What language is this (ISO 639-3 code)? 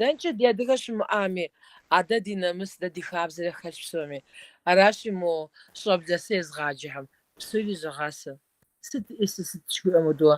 kbd